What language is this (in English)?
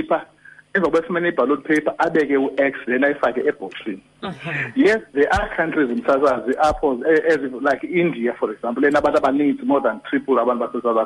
Xhosa